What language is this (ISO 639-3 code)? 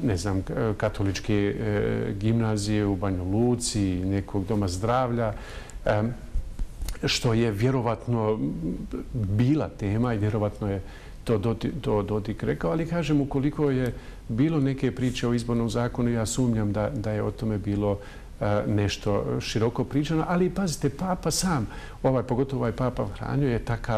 bos